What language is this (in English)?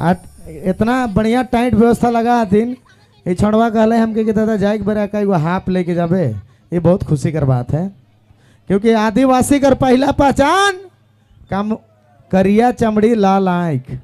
Sadri